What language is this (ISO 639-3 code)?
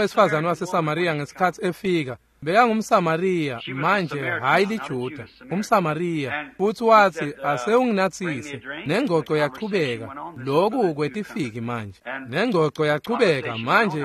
ssw